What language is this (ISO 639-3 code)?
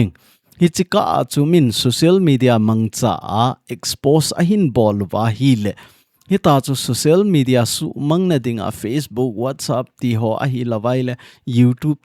tcz